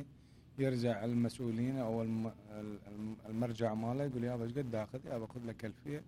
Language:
Mesopotamian Arabic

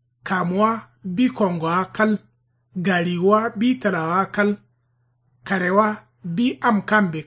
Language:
Kanuri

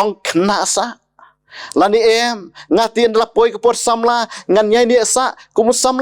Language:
Khasi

